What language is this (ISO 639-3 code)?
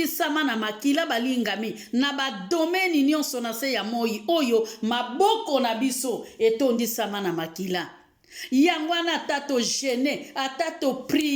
lin